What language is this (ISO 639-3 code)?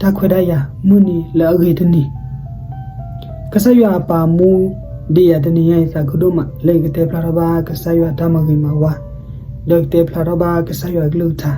ksw